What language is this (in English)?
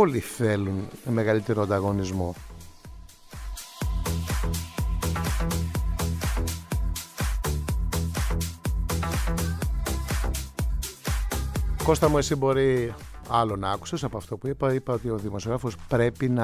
Greek